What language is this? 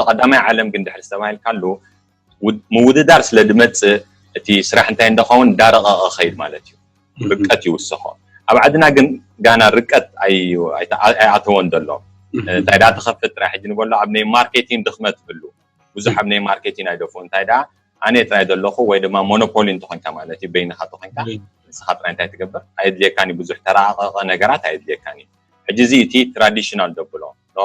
Tigrinya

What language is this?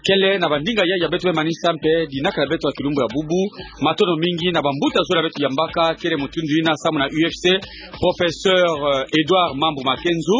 Kituba (Democratic Republic of Congo)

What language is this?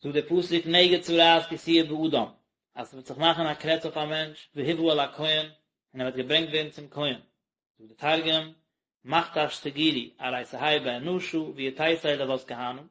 Yiddish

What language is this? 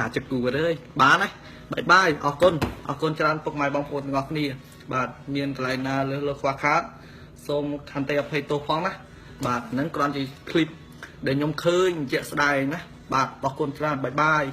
Khmer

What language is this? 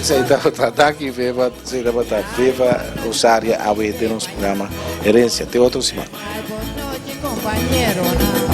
Papiamento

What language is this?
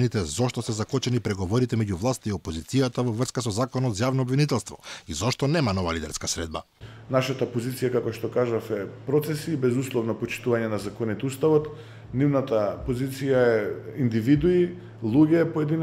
Macedonian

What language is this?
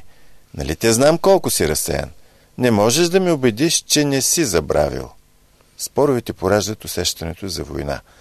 Bulgarian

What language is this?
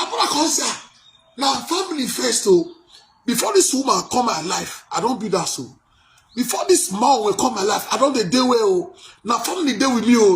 Nigerian Pidgin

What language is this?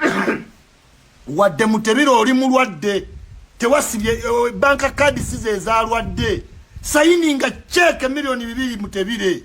Ganda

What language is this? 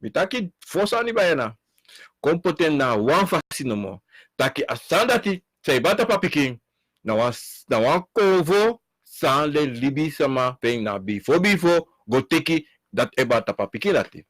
Sranan Tongo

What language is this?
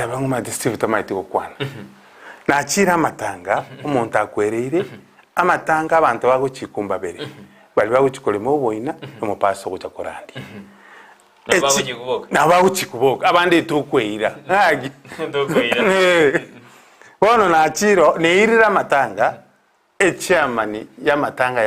Gusii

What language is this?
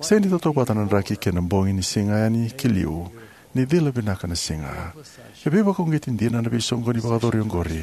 Fijian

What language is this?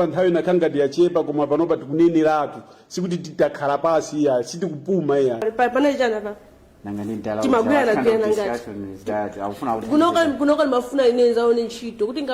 Nyanja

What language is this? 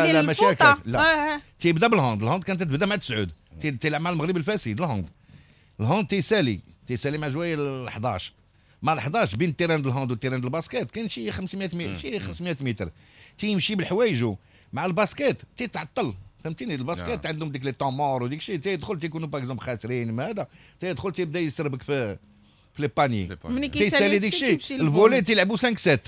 Moroccan Arabic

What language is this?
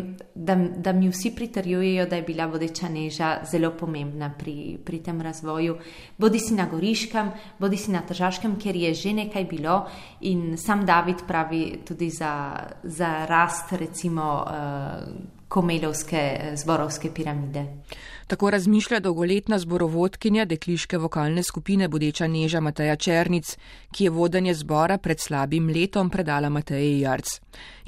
Slovenian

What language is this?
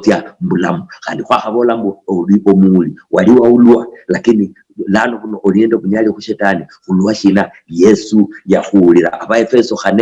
Luyia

